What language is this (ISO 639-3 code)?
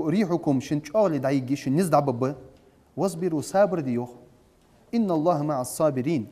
inh